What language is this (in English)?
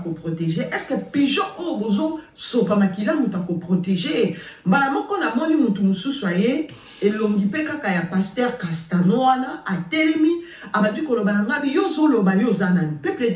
Lingala